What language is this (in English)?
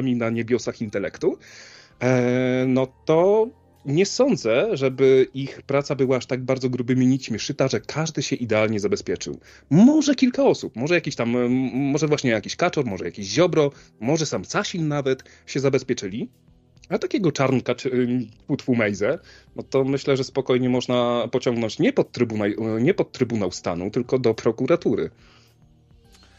Polish